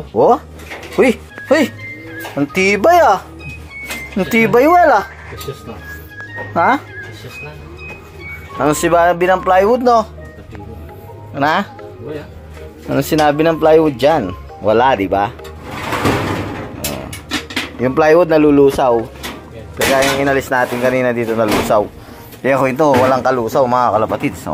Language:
Filipino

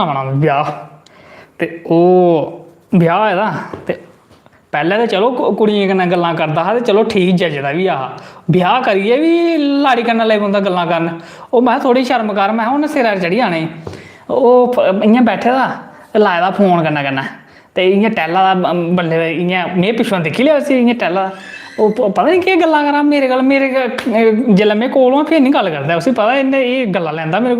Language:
Dogri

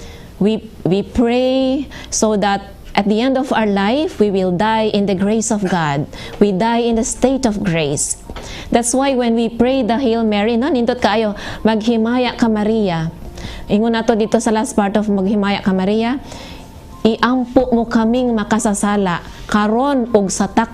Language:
Cebuano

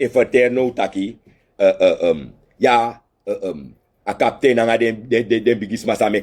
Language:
Sranan Tongo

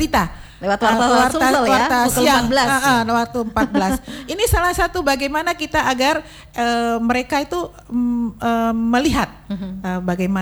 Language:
Indonesian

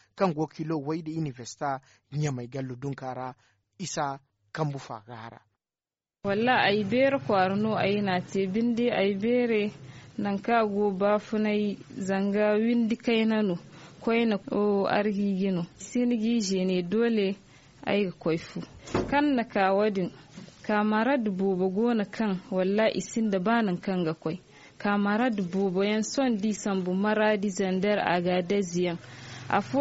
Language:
Zarma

